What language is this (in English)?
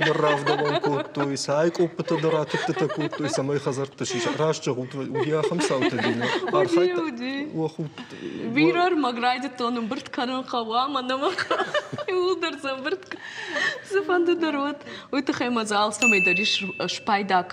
Ossetic